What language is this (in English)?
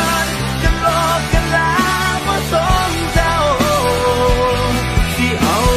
Thai